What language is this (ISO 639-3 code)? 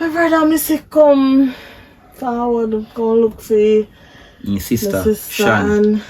jam